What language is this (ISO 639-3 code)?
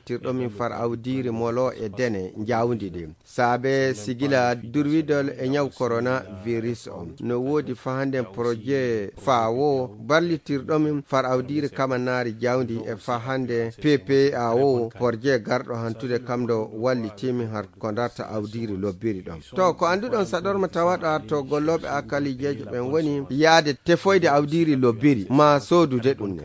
ful